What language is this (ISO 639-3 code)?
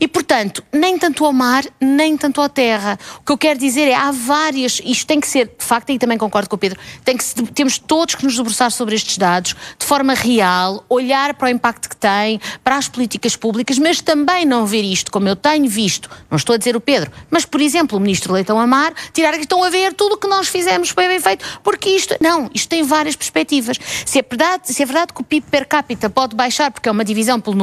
por